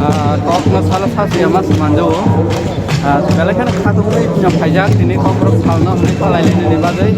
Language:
Kok Borok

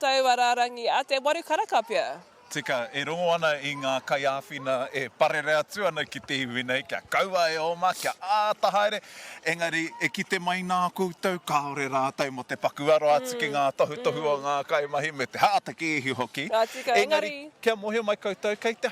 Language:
Māori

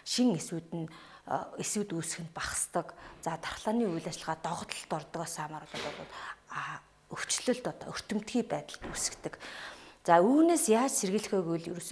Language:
Mongolian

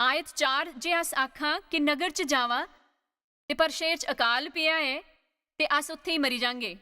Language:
Dogri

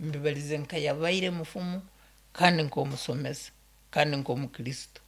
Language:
Nyankole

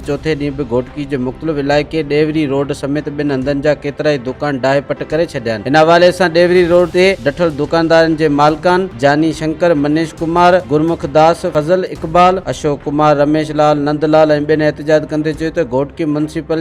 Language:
Sindhi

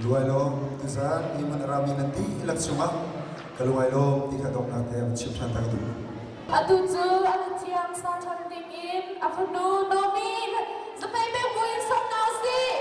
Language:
Hakha Chin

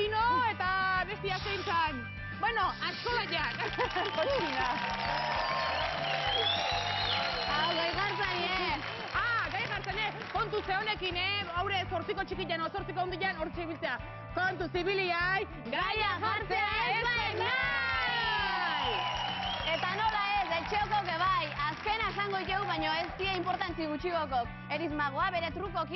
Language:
Basque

